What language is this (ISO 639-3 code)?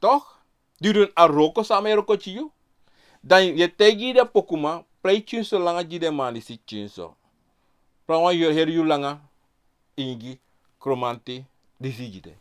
srn